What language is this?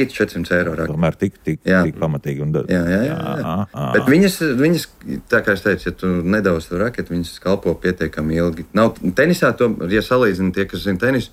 Latvian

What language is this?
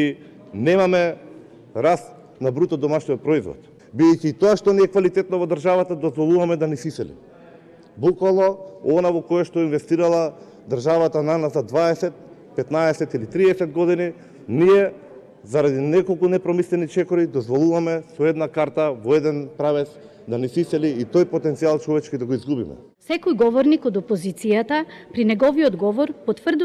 Macedonian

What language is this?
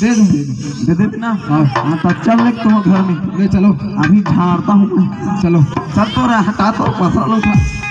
Chhattisgarhi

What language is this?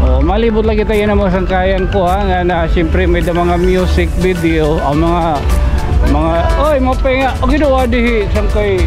Waray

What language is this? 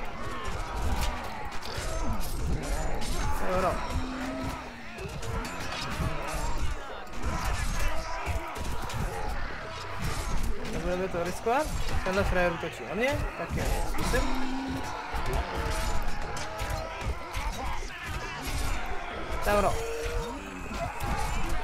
Czech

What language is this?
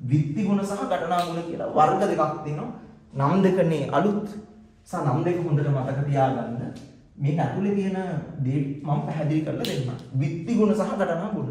Sinhala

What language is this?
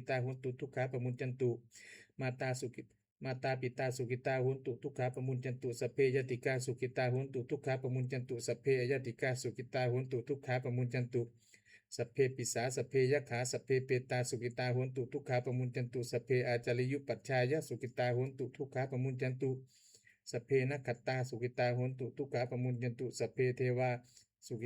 Pali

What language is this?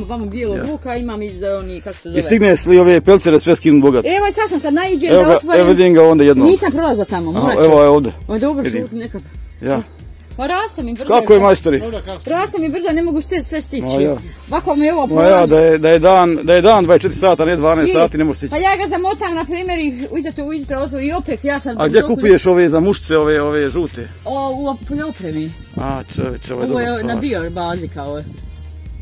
Bosnian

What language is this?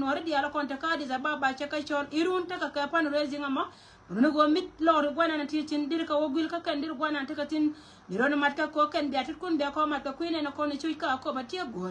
Nuer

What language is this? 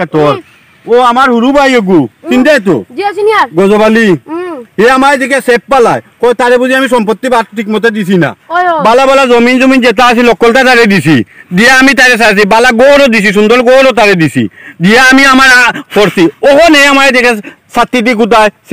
Sylheti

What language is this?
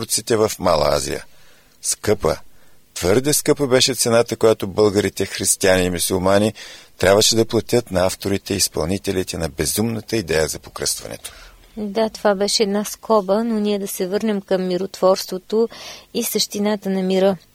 Bulgarian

